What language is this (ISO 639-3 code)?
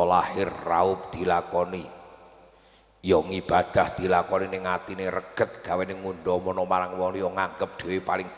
jav